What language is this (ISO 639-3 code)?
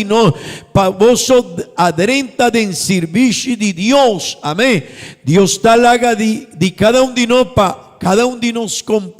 pap